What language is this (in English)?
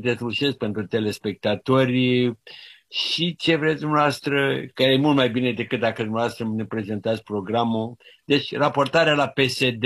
Romanian